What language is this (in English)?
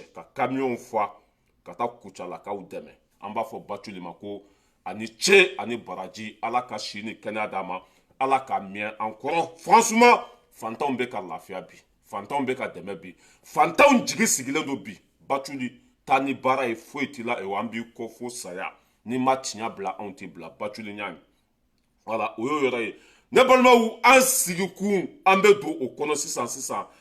Bambara